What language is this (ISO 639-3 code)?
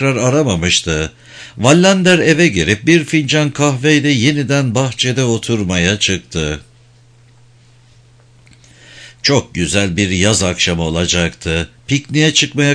tur